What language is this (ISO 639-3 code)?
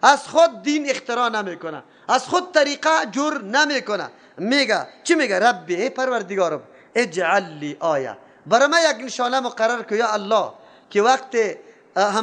fas